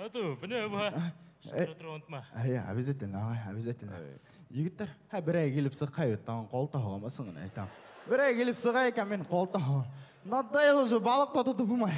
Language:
Bashkir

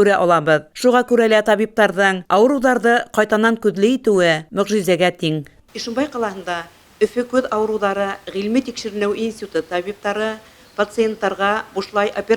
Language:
Bashkir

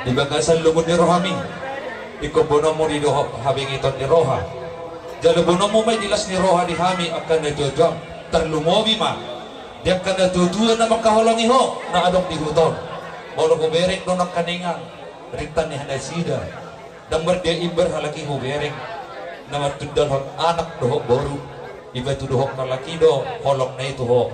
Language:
Batak Toba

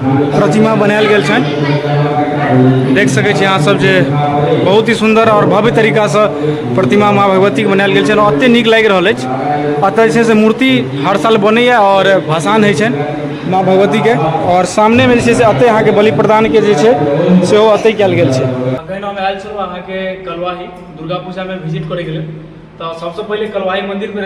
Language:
Maithili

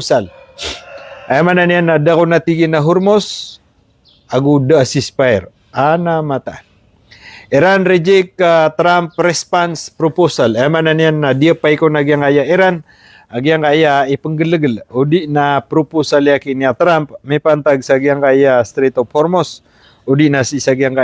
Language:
Maranao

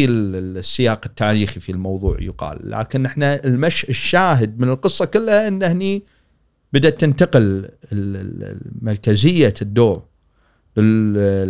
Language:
Gulf Arabic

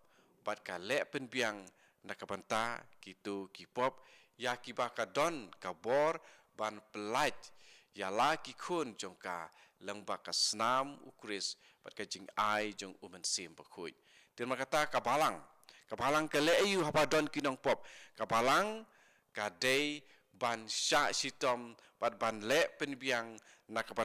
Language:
Khasi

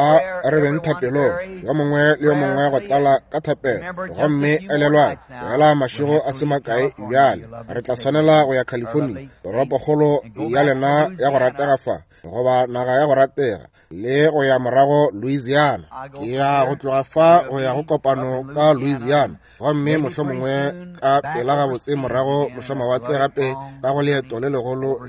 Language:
Northern Sotho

